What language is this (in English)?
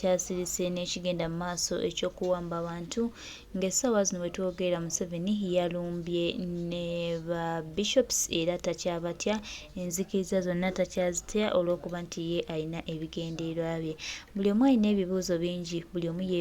Ganda